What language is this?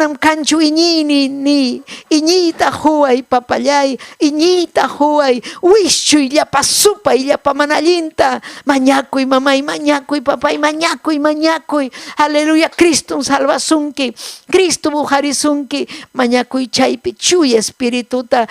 Ayacucho Quechua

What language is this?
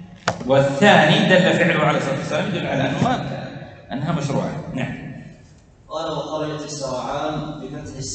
Arabic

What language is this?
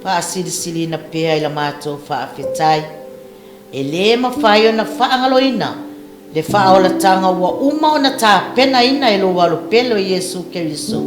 Samoan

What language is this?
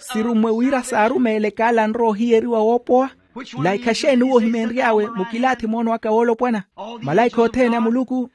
Makhuwa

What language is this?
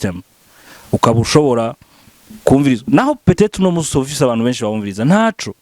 Rundi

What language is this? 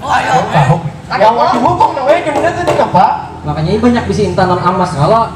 Banjar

